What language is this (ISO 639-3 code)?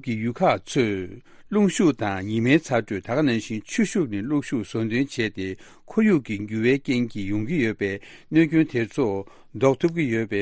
bod